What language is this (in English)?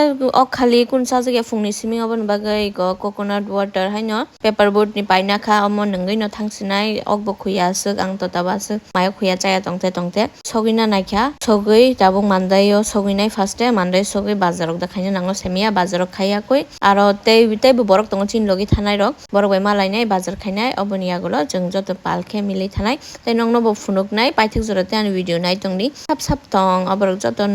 Kok Borok